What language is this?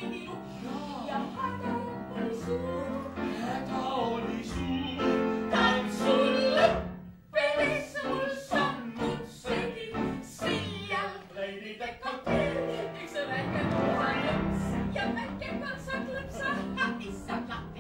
Estonian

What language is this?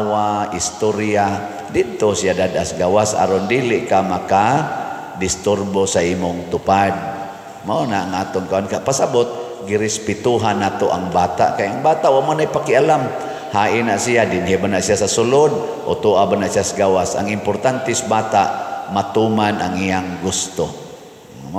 Cebuano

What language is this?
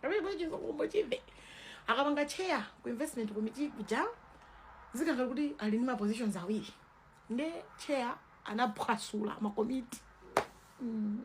Nyanja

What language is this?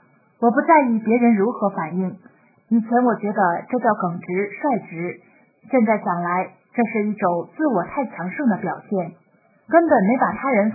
Chinese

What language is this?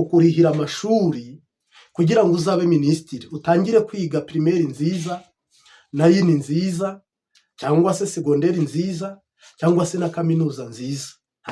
Kinyarwanda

